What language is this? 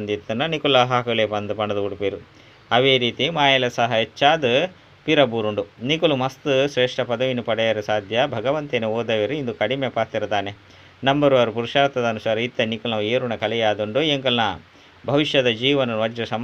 Tulu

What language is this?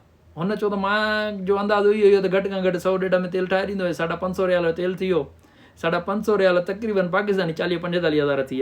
Sindhi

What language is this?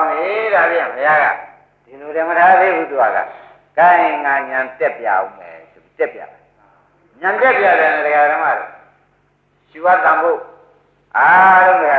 Burmese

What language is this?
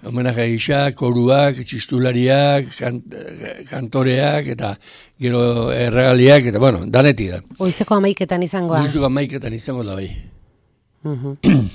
Basque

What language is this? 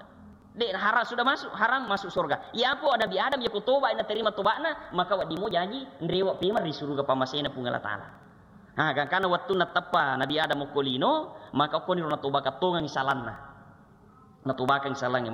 Buginese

